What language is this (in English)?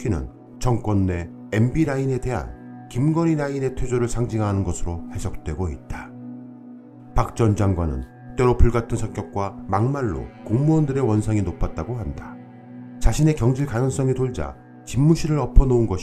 Korean